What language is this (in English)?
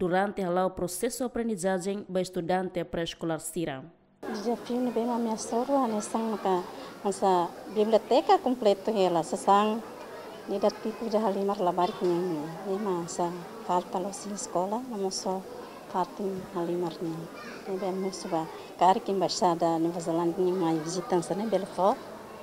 Tetum